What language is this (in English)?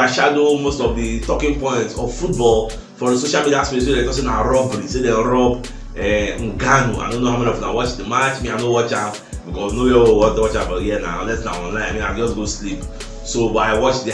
Nigerian Pidgin